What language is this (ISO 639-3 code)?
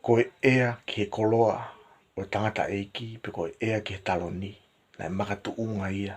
ton